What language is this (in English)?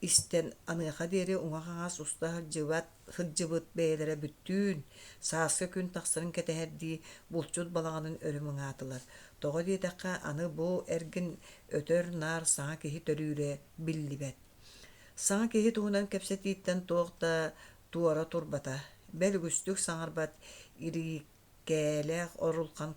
Yakut